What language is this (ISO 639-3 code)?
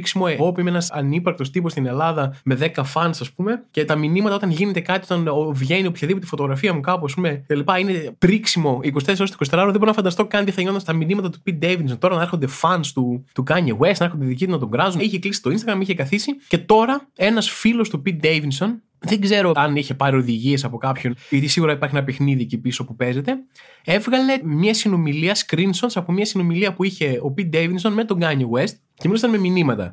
ell